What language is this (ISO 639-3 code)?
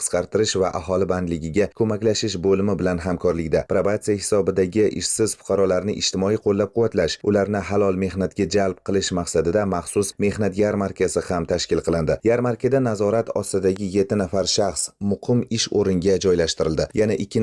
uzb